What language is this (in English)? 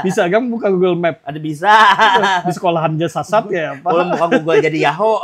Banjar